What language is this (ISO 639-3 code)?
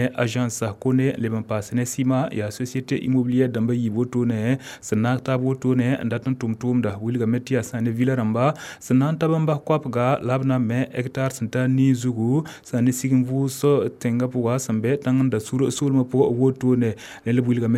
mos